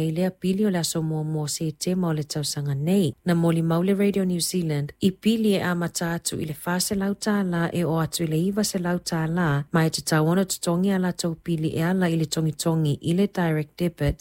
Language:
Samoan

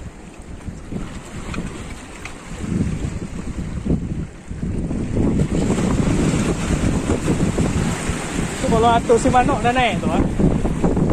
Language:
Malay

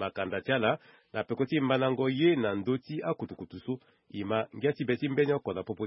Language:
Sango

